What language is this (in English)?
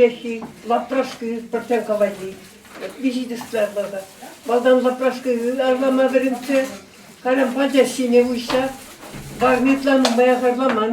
Chuvash